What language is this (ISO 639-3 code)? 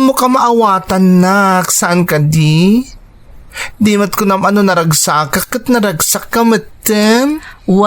ilo